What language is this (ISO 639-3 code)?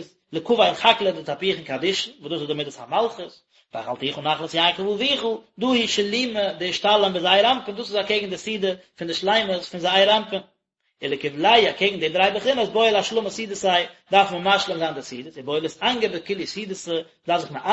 yid